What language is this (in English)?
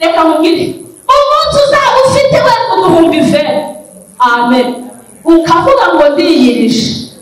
Kinyarwanda